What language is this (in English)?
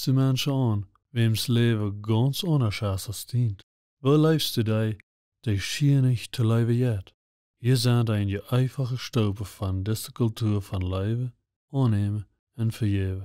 Plautdietsch